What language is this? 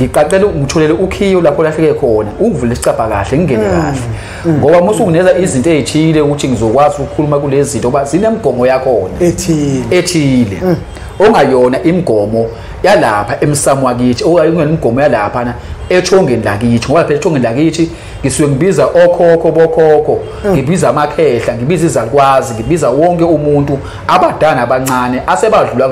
Zulu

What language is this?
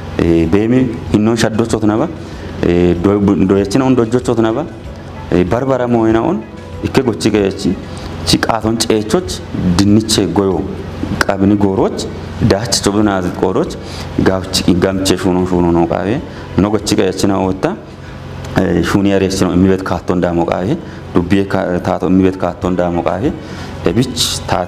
Kafa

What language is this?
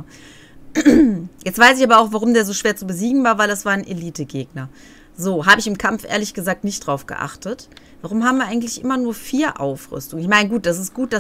German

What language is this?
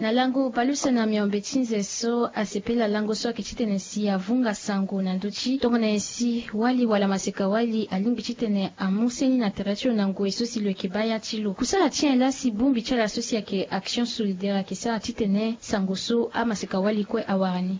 Sango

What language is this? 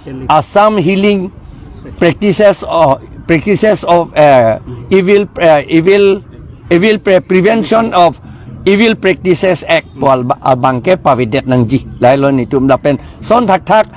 Karbi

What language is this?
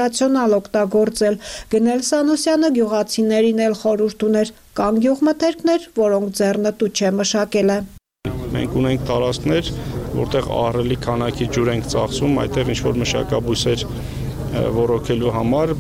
Armenian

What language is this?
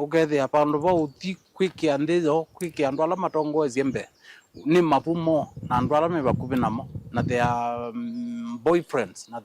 Kamba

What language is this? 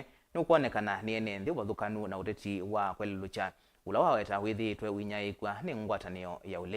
Kamba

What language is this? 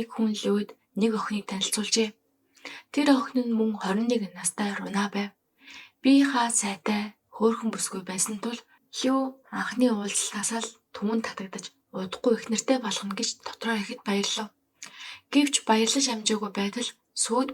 Mongolian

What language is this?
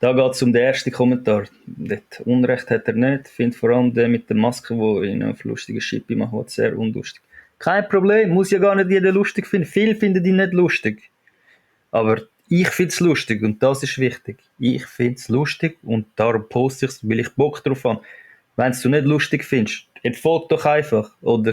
Swiss German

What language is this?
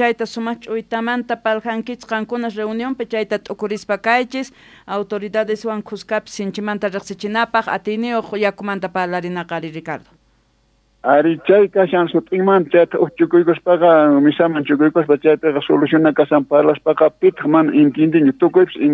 South Bolivian Quechua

